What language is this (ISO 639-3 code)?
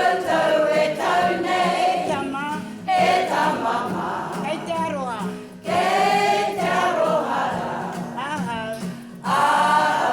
mri